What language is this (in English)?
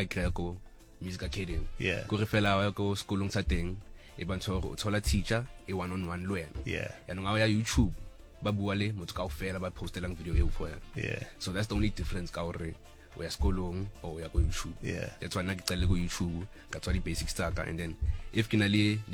Northern Sotho